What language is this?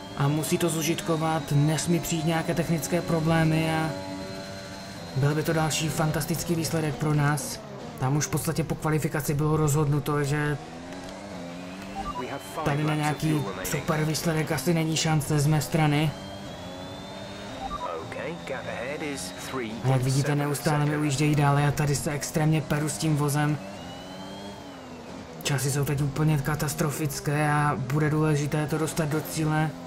Czech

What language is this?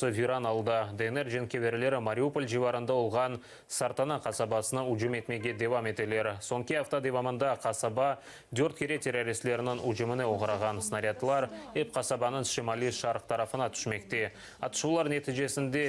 Crimean Tatar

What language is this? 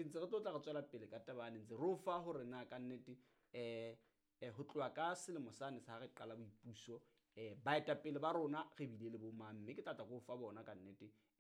Southern Sotho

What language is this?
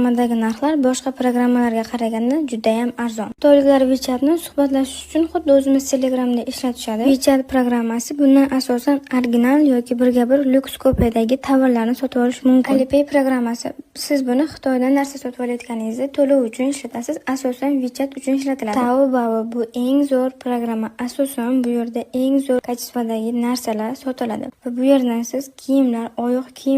Uzbek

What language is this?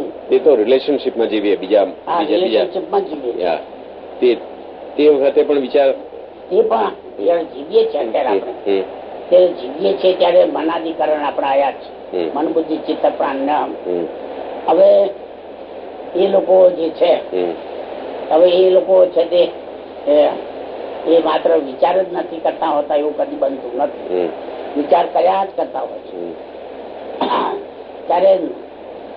Gujarati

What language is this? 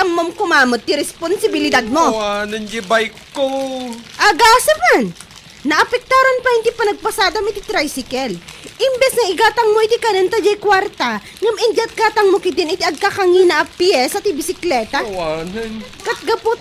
Iloko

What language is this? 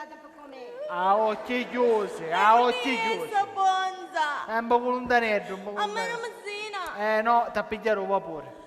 Sicilian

